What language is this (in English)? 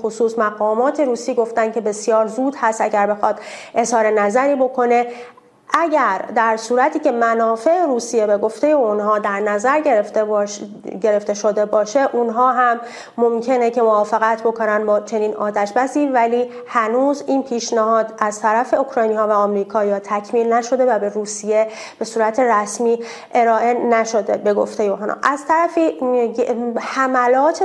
Persian